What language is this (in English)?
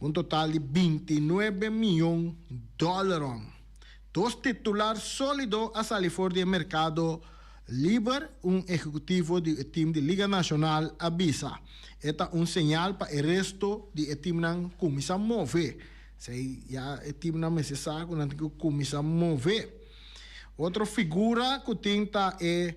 Papiamento